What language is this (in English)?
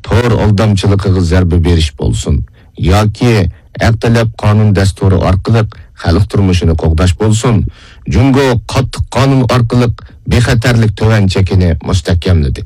Uyghur